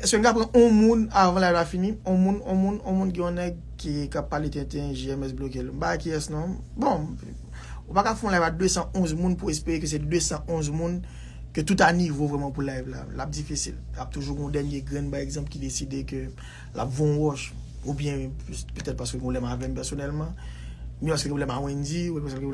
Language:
Haitian Creole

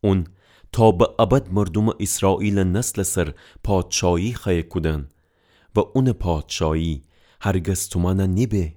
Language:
Gilaki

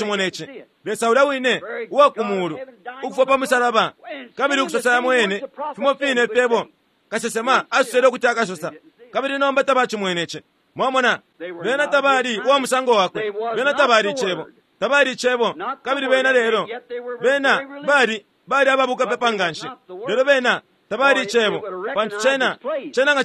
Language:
Bemba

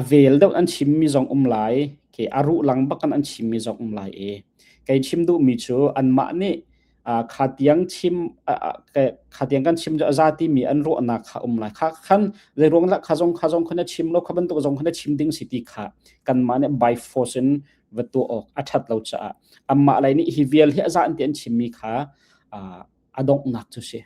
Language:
Hakha Chin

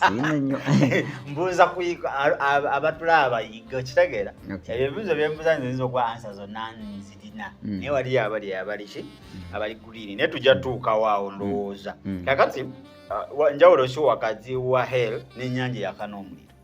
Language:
Ganda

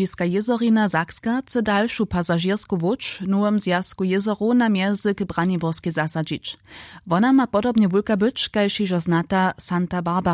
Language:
Upper Sorbian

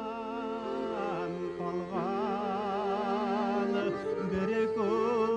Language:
Bashkir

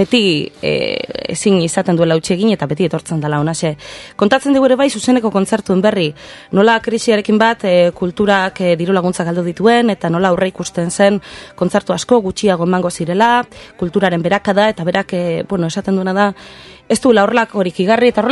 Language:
Basque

